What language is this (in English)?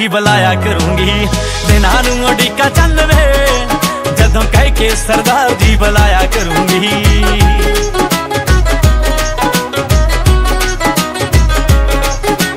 Punjabi